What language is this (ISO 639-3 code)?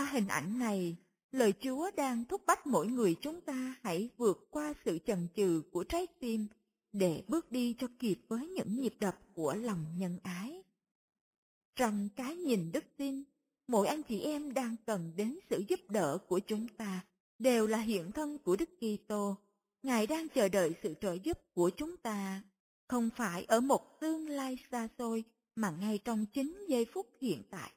vie